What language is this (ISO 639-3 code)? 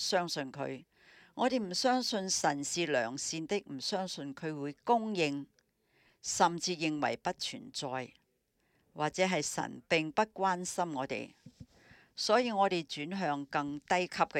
yue